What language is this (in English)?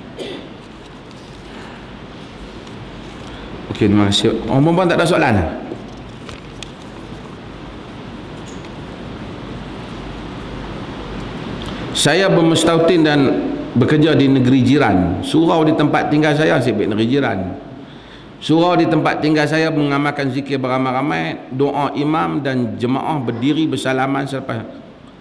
Malay